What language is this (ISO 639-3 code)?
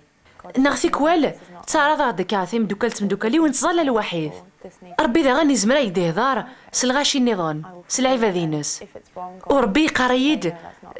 kab